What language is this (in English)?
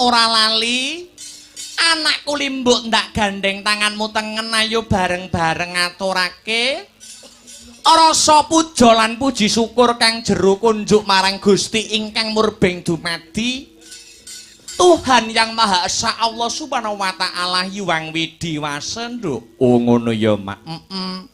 Javanese